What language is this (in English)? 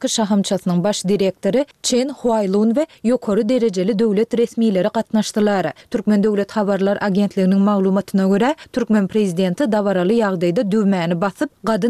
Turkmen